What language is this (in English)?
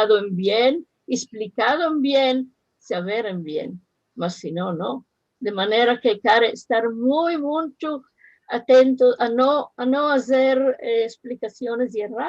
Ladino